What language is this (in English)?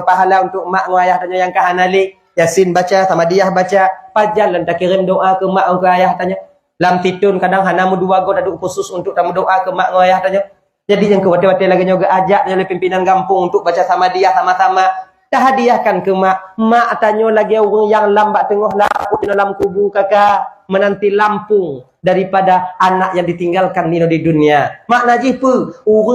Achinese